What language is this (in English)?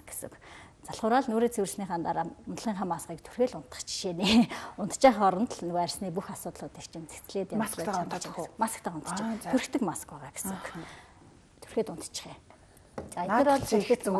Mongolian